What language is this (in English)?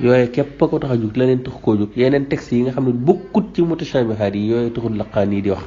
Wolof